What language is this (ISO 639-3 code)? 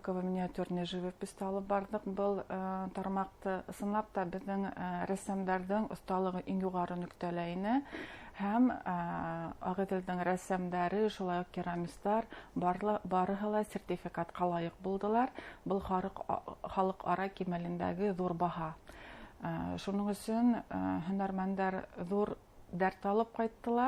bak